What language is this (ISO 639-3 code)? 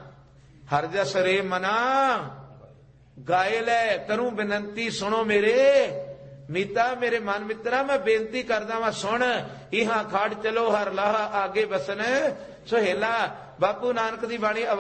pan